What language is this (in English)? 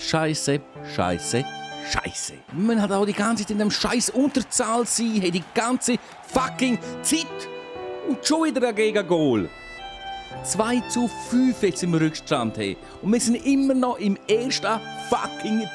Swiss German